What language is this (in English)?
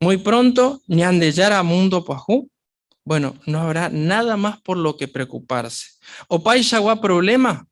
Guarani